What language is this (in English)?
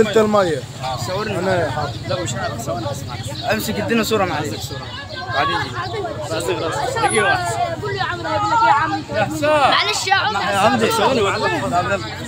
Egyptian Arabic